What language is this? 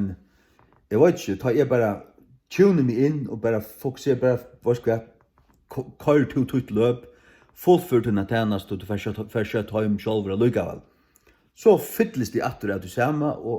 Faroese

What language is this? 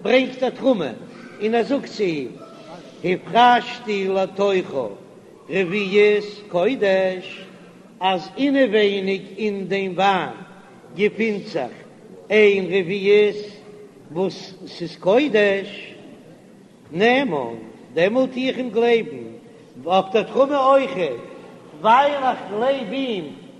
Yiddish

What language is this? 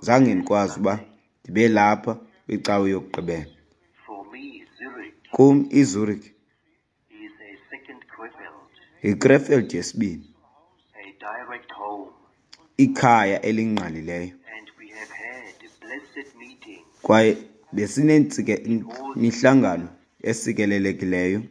Xhosa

